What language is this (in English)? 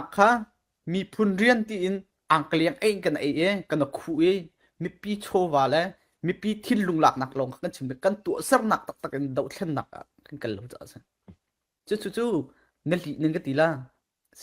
Falam Chin